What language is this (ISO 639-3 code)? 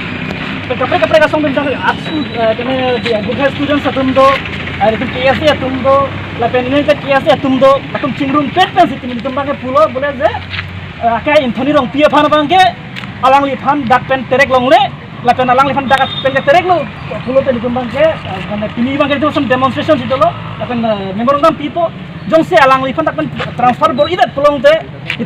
mjw